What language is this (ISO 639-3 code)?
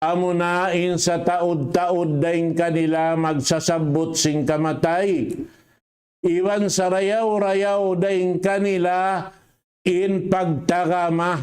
tsg